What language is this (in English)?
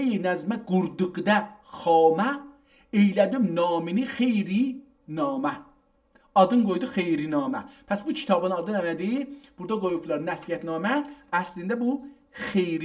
South Azerbaijani